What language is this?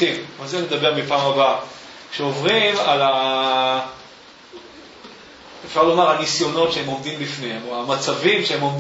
Hebrew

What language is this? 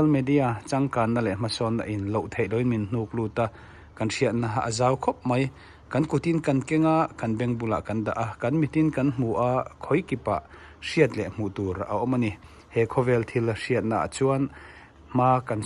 Mizo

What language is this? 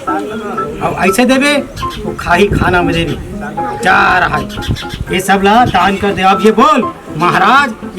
Chhattisgarhi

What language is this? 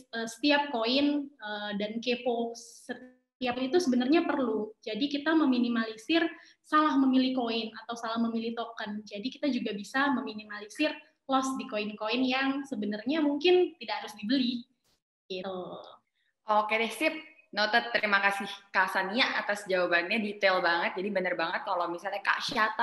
Indonesian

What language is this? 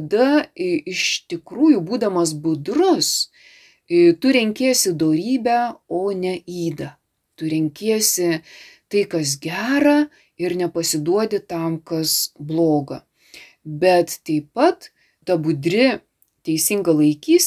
Lithuanian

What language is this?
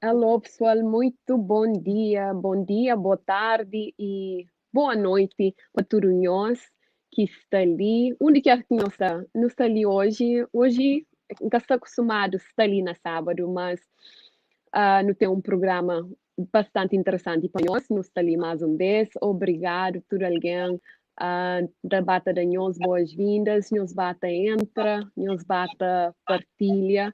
Kabuverdianu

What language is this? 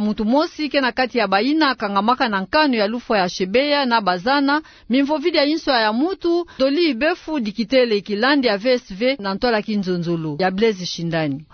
Kituba (Democratic Republic of Congo)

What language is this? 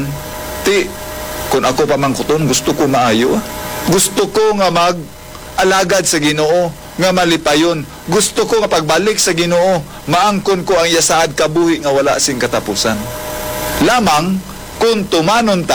Hiligaynon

